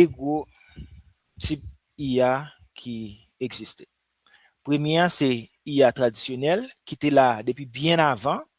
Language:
Haitian Creole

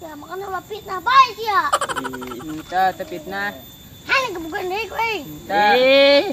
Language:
Sundanese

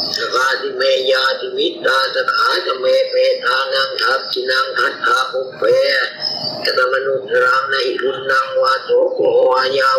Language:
Pali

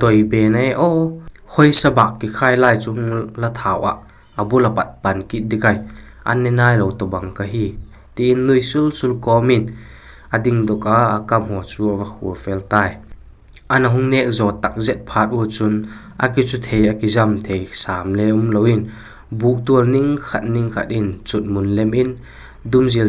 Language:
Vaiphei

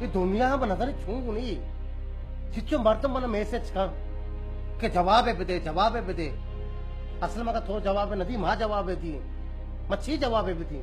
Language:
Baluchi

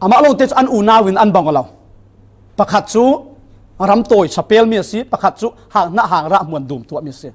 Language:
Falam Chin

